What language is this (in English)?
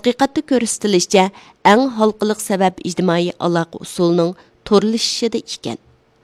Uyghur